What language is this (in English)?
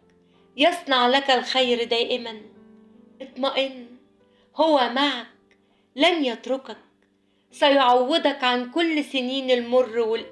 Egyptian Arabic